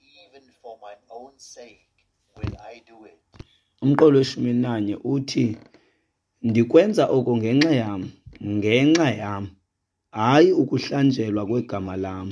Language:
Xhosa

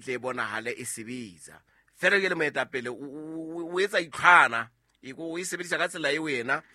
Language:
Southern Sotho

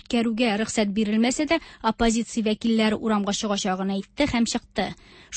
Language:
Tatar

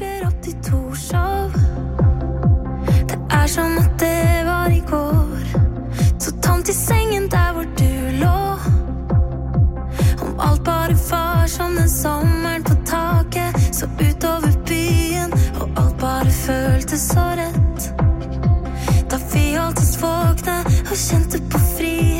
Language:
Norwegian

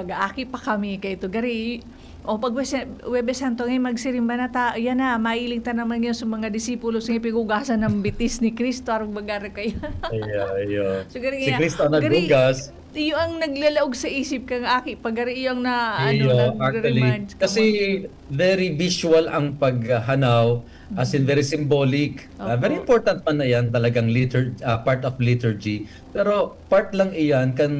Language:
Bikol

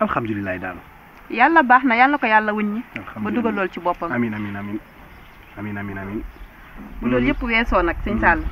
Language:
Wolof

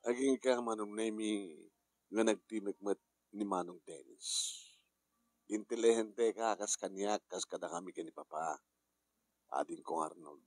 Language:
Iloko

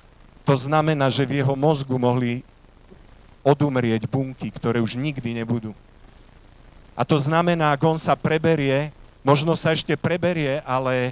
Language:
Slovak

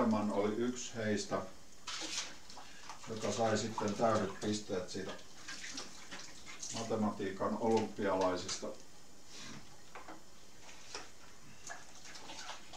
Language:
Finnish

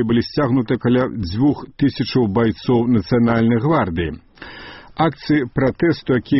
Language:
Belarusian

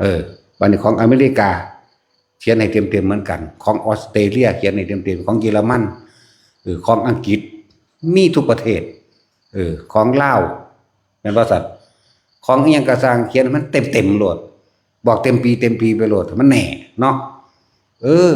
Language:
Northeastern Thai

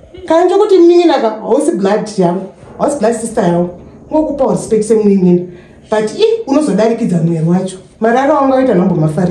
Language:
Shona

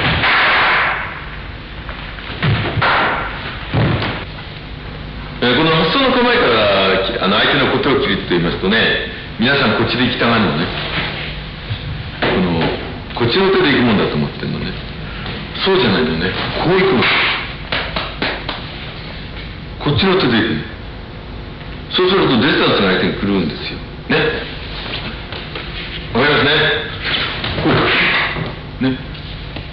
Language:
Japanese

